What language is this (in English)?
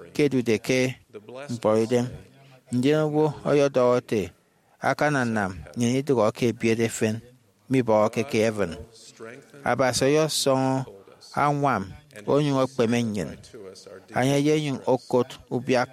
Efik